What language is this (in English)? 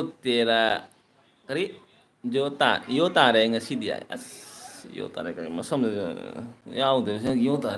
Manipuri